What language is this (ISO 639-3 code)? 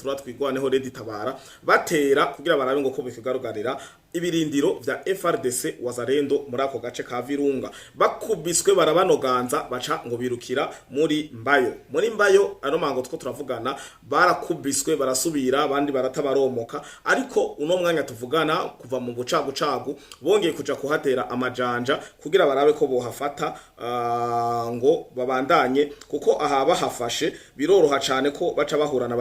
run